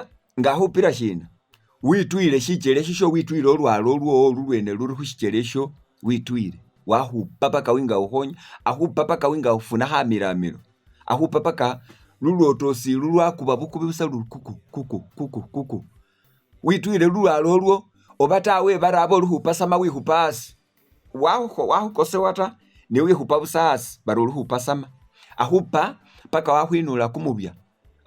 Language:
Masaaba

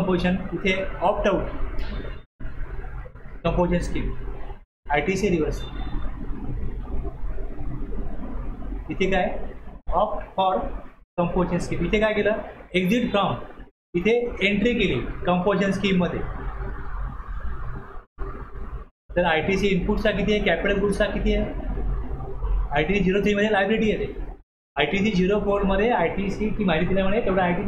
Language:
Marathi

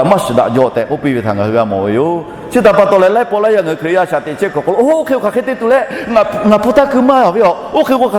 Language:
Lahu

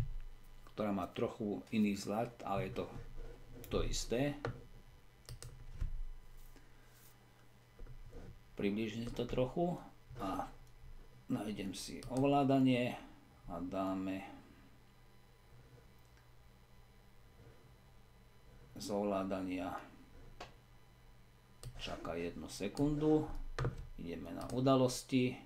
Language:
Slovak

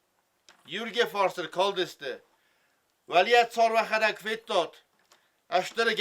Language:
Ossetic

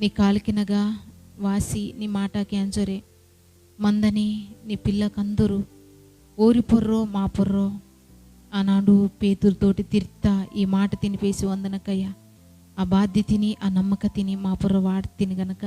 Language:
Koya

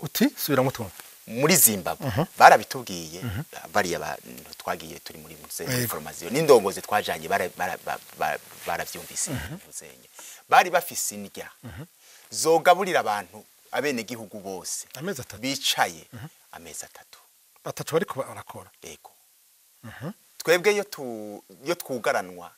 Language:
Rundi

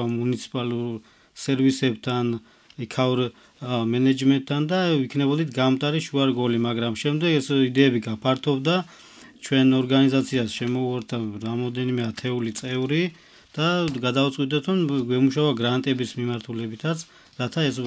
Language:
Georgian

